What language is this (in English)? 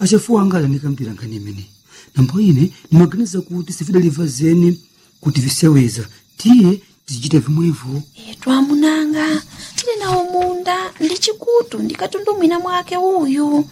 Yao